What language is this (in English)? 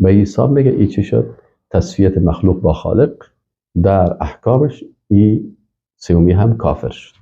Persian